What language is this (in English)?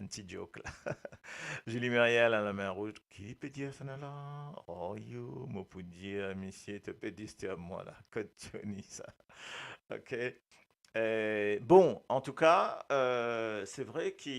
Morisyen